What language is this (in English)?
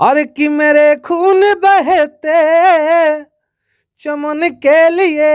Bhojpuri